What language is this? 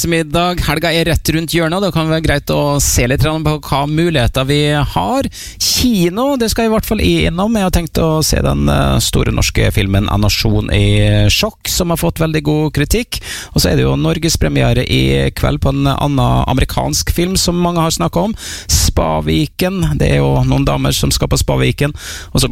Norwegian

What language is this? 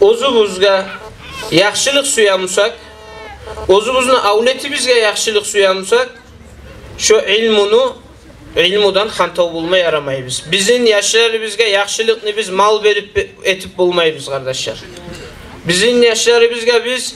Kumyk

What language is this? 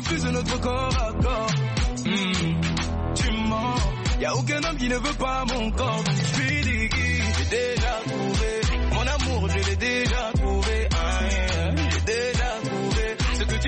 French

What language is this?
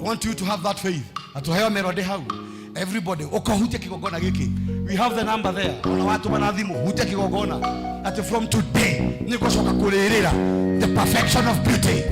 Kikuyu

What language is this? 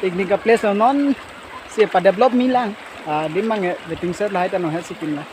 Karbi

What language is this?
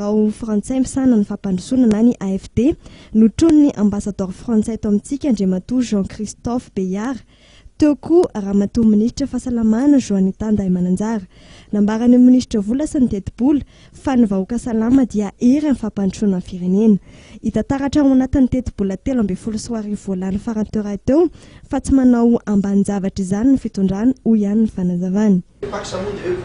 Malagasy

